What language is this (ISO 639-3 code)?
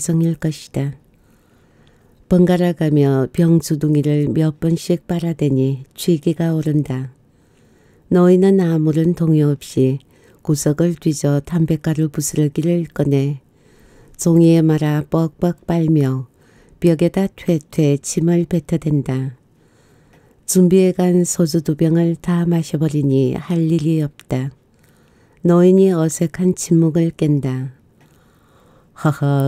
kor